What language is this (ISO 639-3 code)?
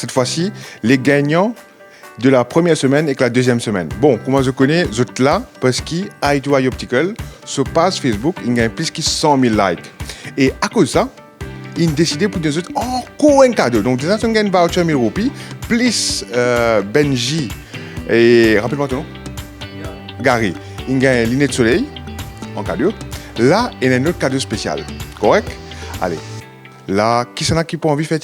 mfe